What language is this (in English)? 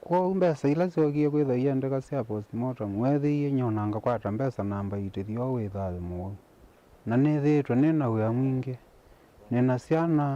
Kamba